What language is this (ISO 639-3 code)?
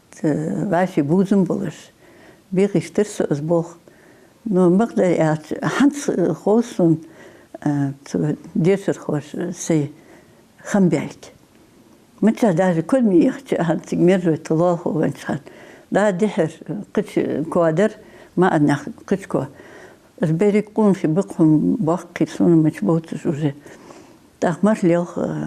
inh